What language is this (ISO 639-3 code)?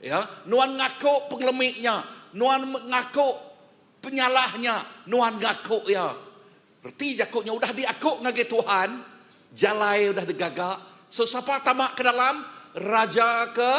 iba